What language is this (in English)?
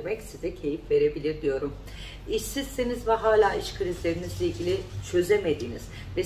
Turkish